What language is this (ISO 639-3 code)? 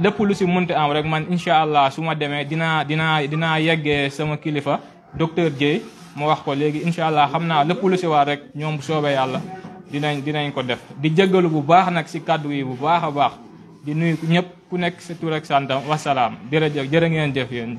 wol